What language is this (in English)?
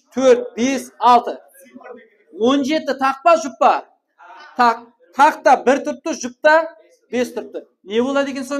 Kara-Kalpak